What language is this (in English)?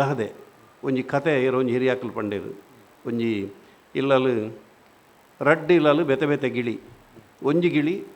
Tulu